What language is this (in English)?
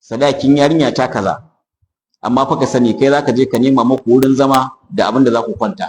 Hausa